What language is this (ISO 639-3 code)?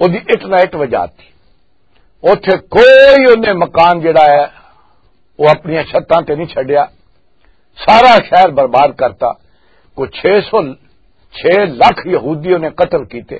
lah